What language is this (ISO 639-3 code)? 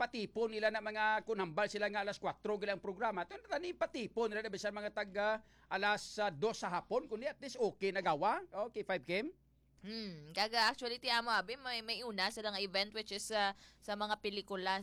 hil